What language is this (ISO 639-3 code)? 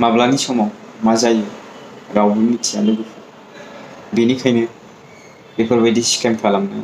brx